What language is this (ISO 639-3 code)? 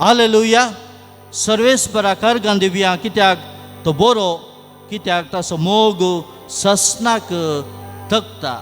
kok